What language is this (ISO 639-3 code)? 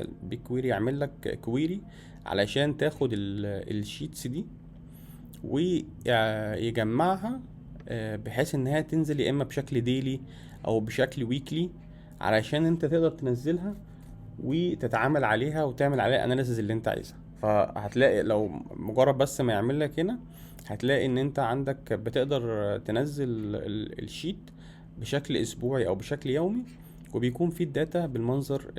arz